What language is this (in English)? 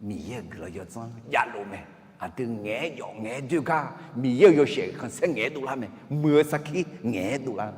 Akha